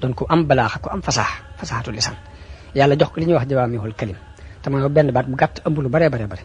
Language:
Wolof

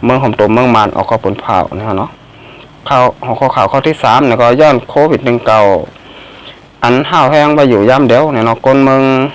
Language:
Shan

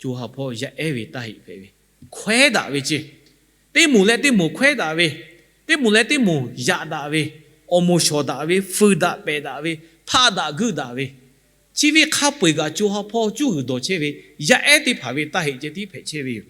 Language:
Lahu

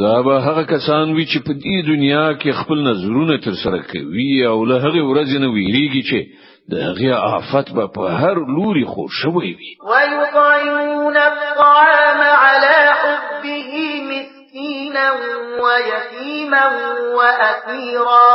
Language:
Pashto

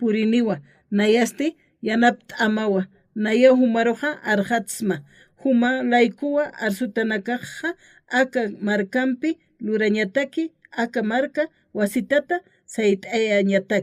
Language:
Aymara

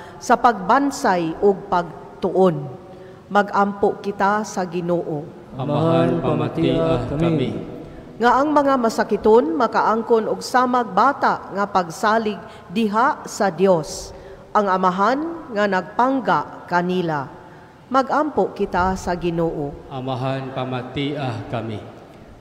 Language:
Cebuano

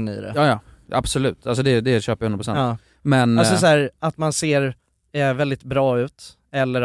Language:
Swedish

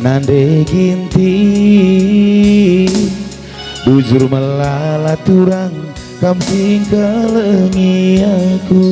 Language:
Batak Karo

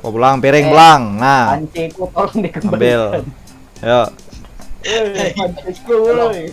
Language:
Banjar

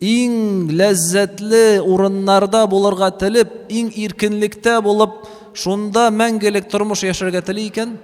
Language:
Tatar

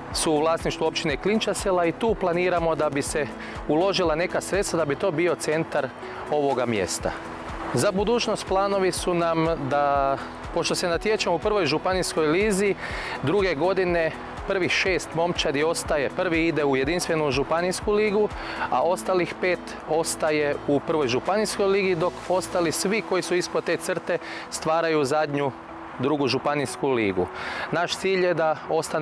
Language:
Croatian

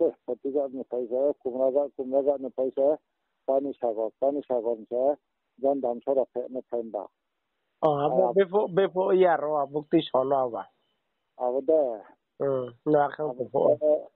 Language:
Riang (India)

